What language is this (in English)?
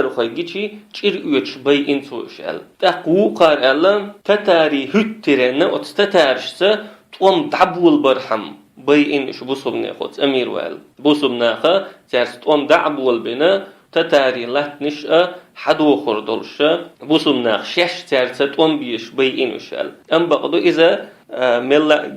Chechen